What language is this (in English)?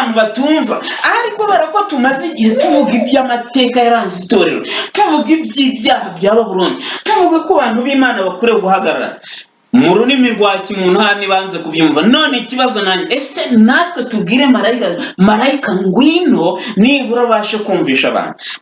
Kinyarwanda